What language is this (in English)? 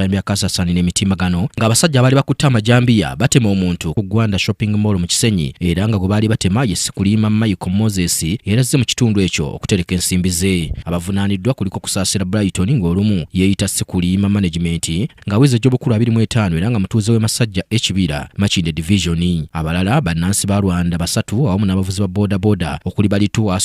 Ganda